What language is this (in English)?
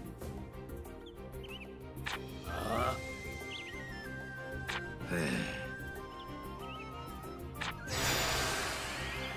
Japanese